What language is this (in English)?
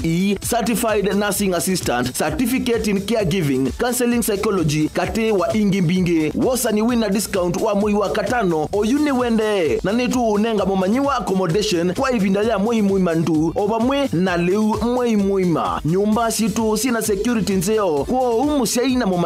Kamba